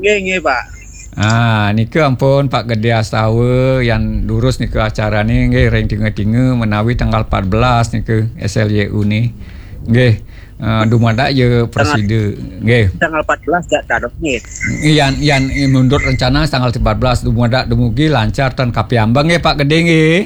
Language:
Balinese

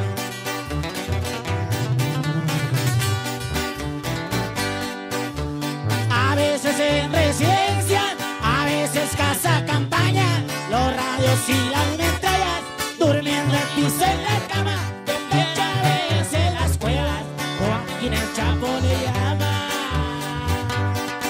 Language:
Spanish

